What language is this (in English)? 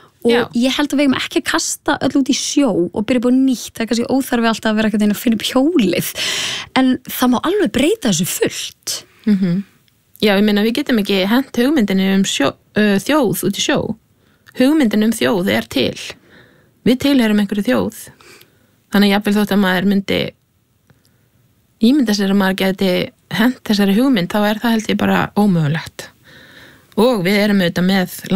Icelandic